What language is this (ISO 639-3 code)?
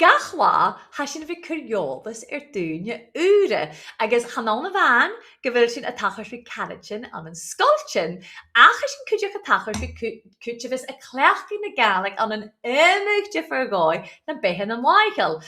gla